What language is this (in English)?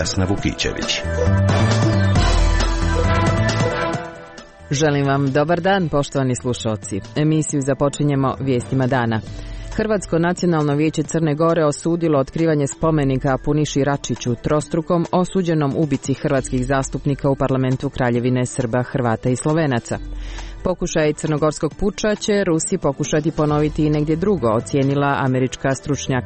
Croatian